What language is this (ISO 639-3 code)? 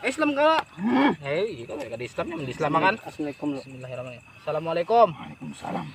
bjn